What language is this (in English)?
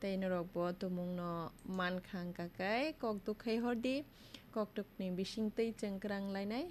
Kok Borok